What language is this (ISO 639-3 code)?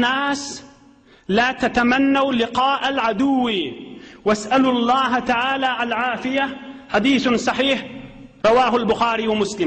tuk